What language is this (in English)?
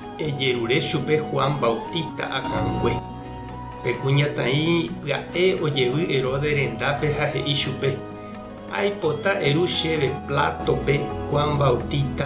Guarani